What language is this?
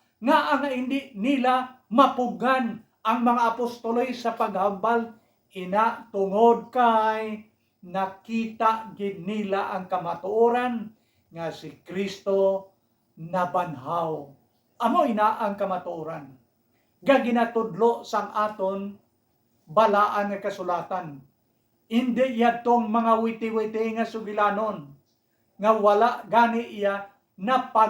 Hiligaynon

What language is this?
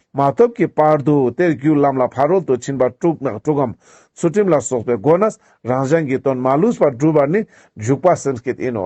Ladakhi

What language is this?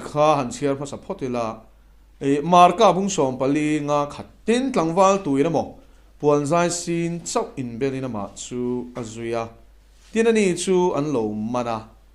Mizo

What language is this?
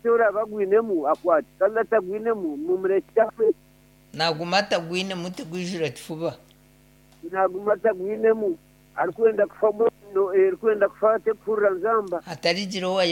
Nyankole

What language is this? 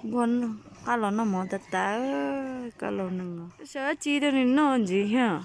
Hmong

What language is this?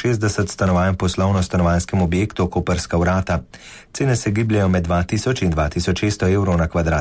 Slovenian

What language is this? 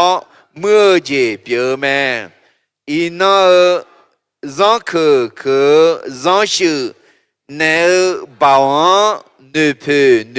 Akha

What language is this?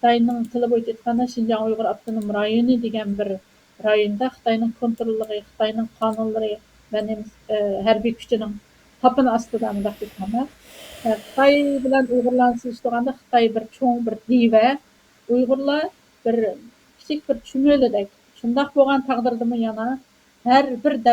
Uyghur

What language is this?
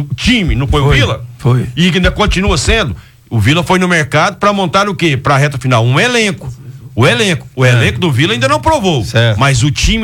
Portuguese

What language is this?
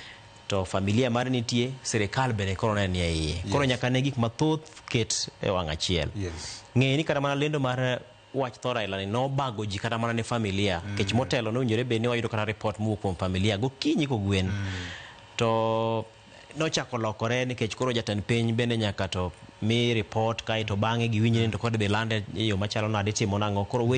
Luo (Kenya and Tanzania)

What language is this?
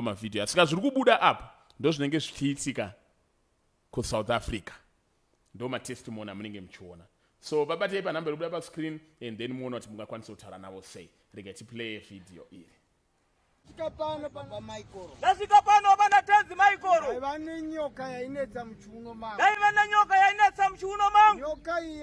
Shona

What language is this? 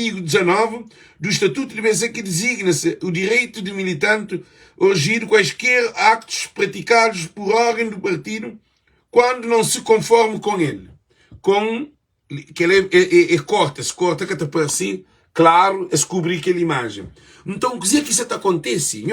Kabuverdianu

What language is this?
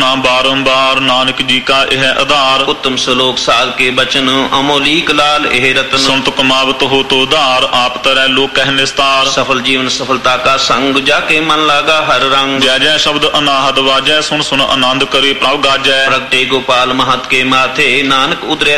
Punjabi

